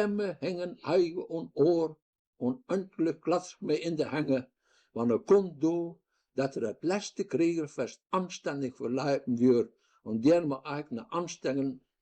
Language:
Westphalien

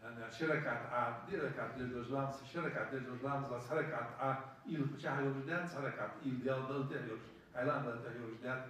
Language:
Ingush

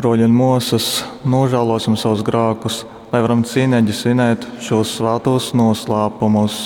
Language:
Latgalian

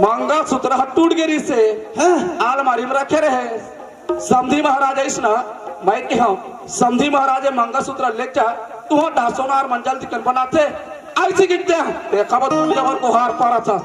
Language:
Chhattisgarhi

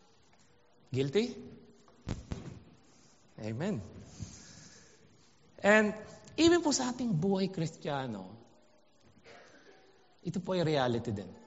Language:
Filipino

